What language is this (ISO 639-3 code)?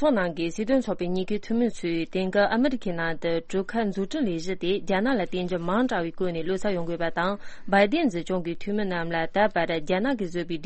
bod